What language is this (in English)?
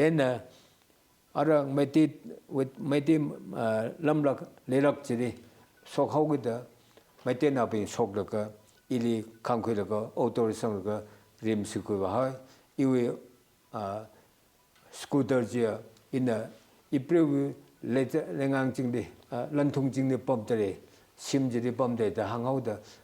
Tangkhul Naga (India)